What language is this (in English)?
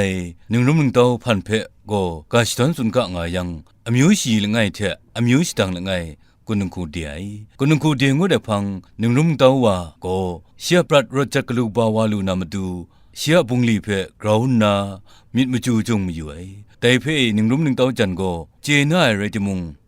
Kachin